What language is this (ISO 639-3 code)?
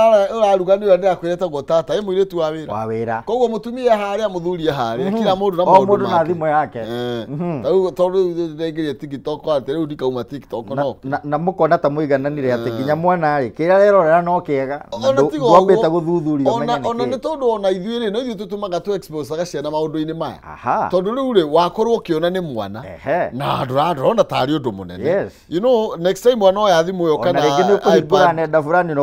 kik